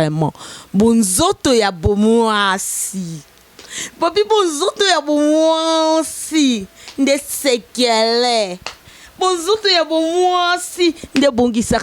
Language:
Lingala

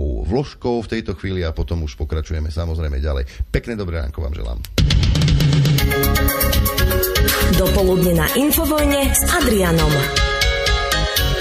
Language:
Slovak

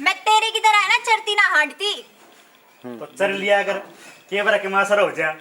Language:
Haryanvi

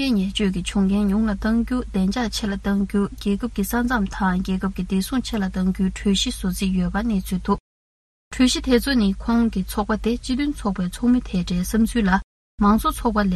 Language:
Tibetan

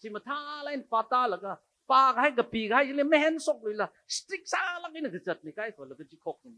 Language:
Tangkhul Naga (India)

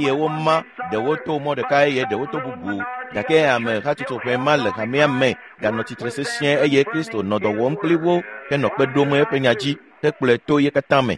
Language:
Ewe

